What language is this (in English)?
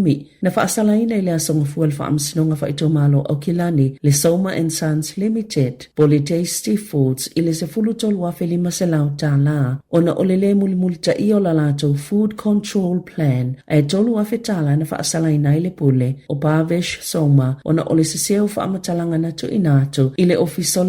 Samoan